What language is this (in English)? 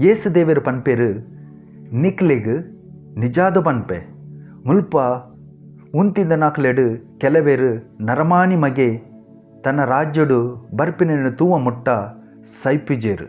Tulu